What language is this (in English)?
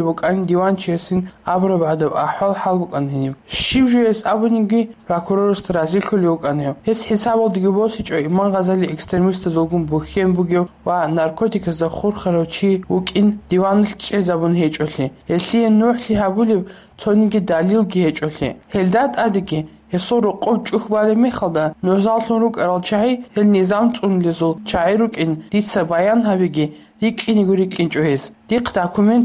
Avaric